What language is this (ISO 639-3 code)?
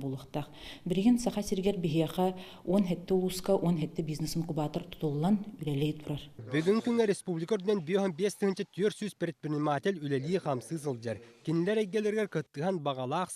sah